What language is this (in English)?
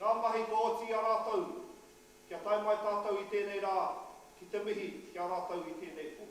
Māori